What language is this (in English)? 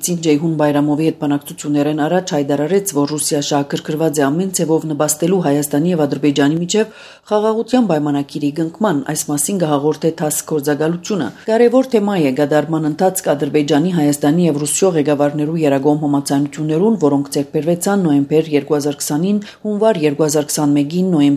Armenian